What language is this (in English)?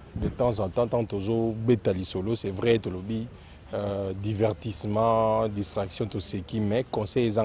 Lingala